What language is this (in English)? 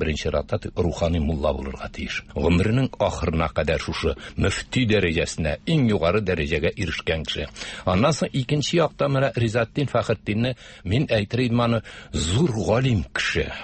Tatar